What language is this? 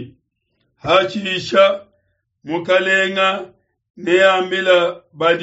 Luba-Lulua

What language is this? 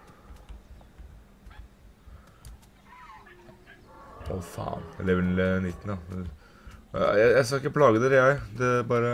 Norwegian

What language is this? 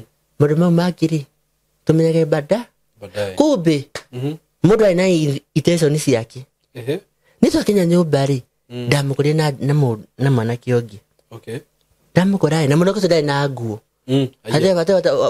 Kikuyu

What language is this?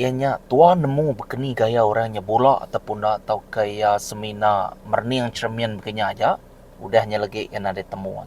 Iban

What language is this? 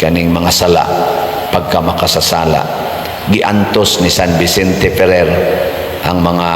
Cebuano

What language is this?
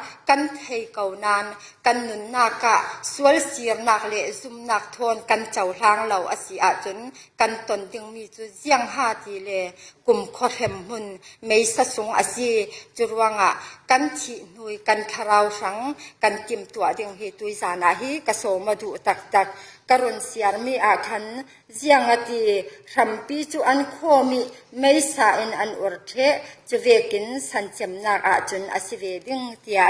Falam Chin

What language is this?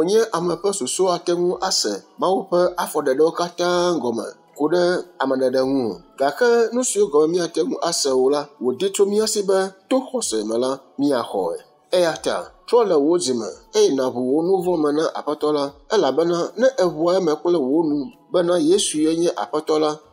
Ewe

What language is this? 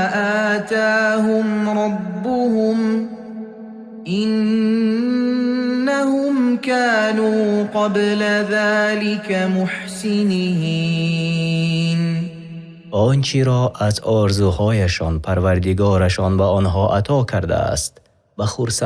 Tajik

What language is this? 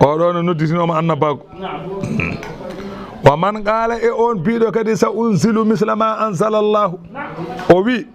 Fula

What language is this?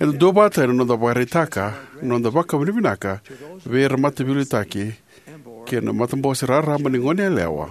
Fijian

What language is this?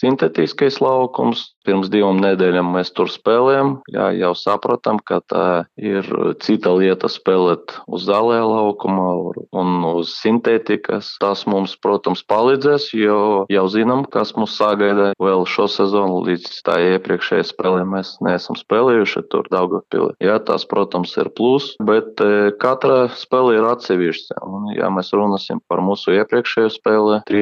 Latvian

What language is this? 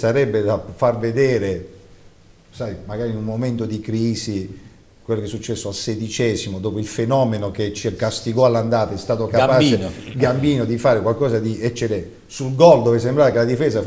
Italian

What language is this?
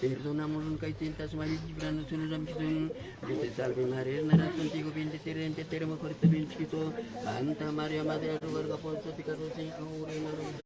Imbabura Highland Quichua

